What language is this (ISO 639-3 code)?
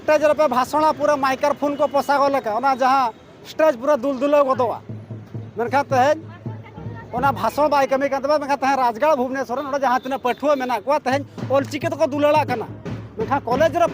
sat